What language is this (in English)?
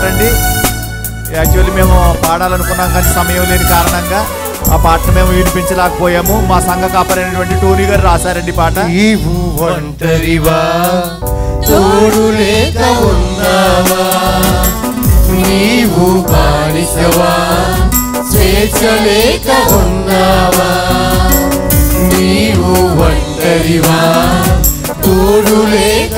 Telugu